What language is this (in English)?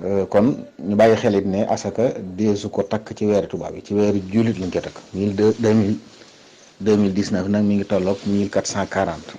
Wolof